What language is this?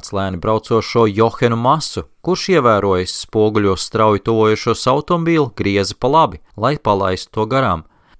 Latvian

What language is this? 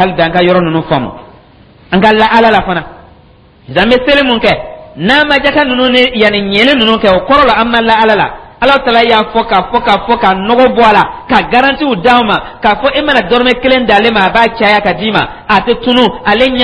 Dyula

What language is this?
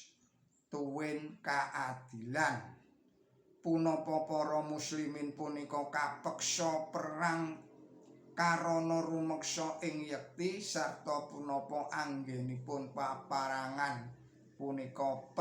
Javanese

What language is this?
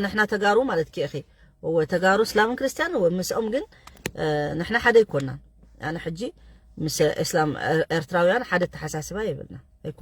Tigrinya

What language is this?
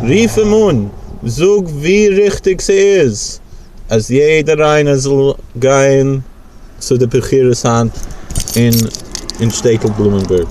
Yiddish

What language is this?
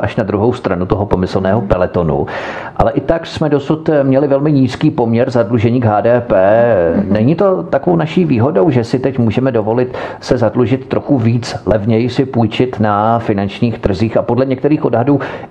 Czech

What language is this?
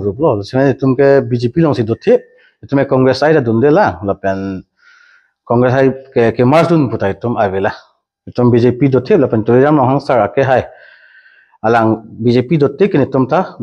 Karbi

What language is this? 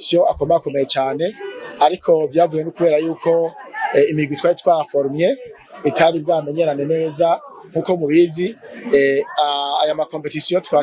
Rundi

